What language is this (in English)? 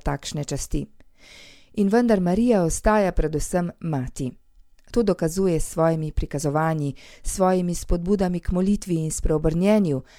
Slovenian